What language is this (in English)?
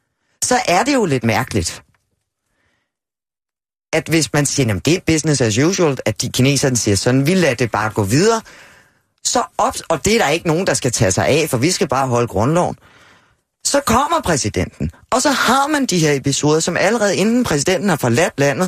Danish